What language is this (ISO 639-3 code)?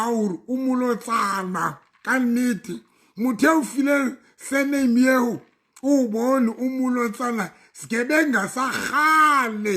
sot